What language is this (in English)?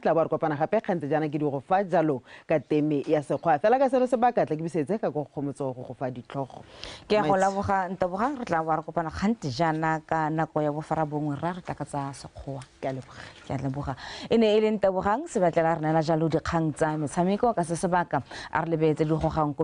Tswana